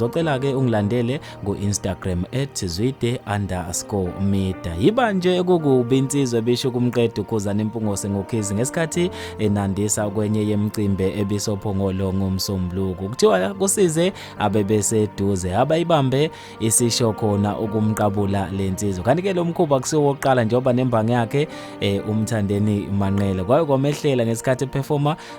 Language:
Zulu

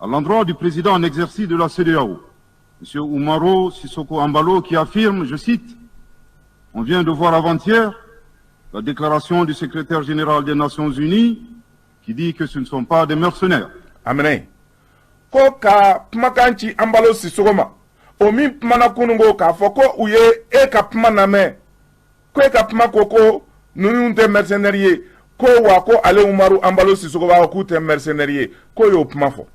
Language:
Bambara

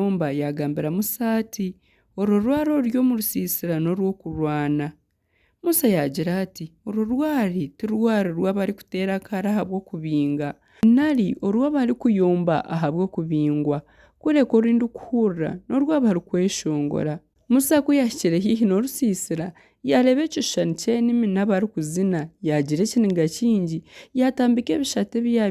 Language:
Nyankole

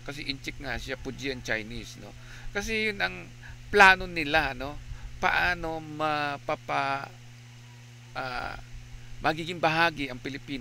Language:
Filipino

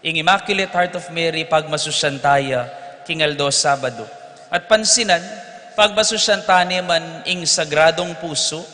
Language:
Pampanga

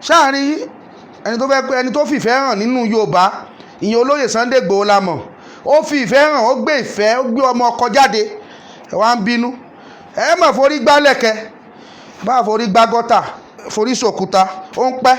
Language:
Yoruba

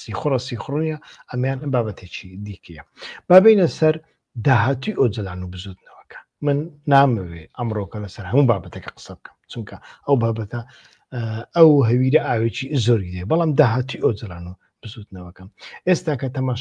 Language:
Central Kurdish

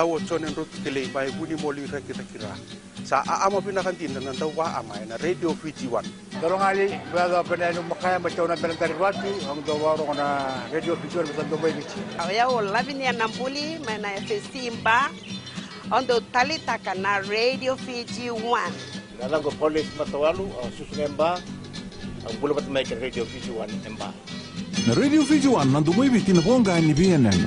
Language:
Fijian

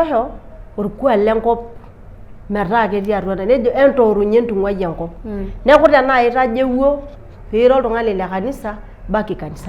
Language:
Masai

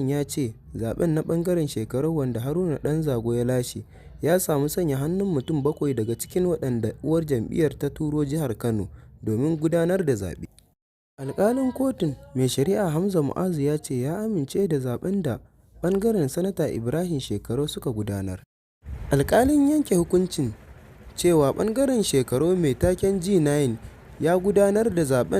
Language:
Hausa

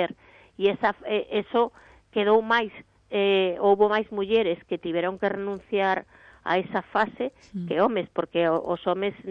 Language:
Galician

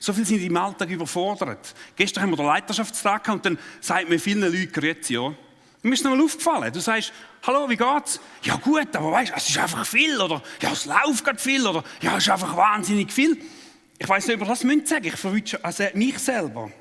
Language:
Swiss German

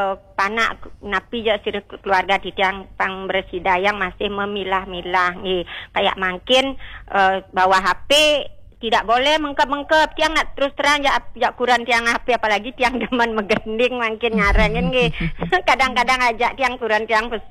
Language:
Balinese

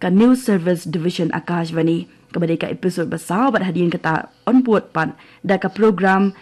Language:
Khasi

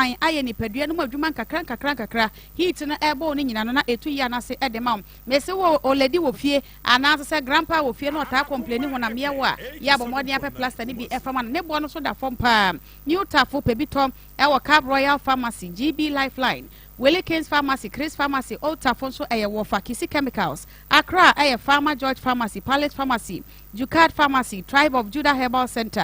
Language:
Akan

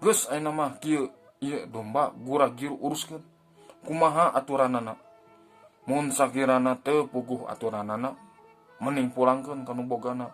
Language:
Sundanese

